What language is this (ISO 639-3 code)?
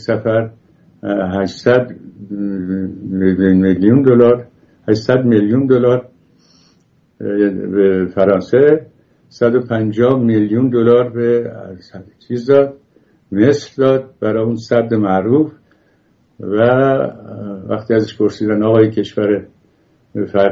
fas